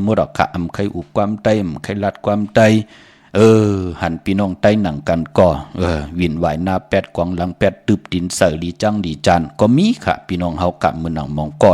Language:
Shan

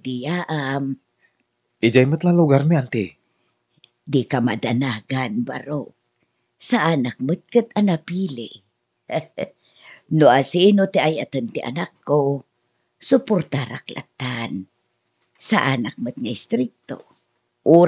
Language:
Iloko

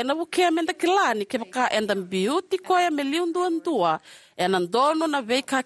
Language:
Fijian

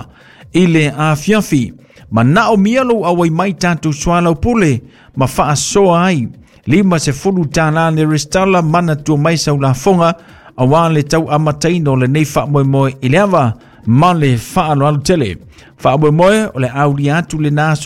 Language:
Samoan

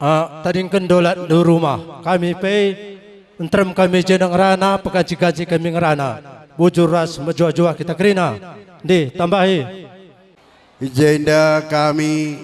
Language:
Batak Karo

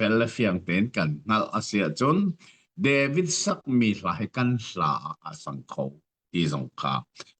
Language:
Hakha Chin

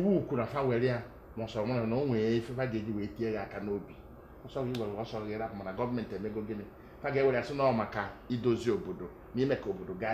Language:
Igbo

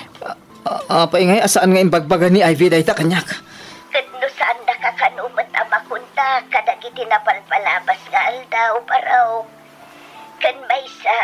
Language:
Iloko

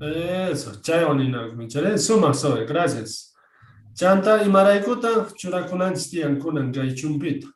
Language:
South Bolivian Quechua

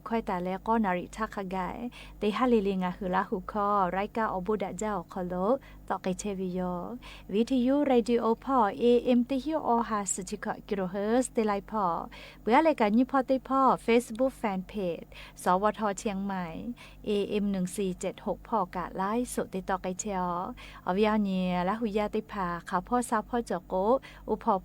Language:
Lahu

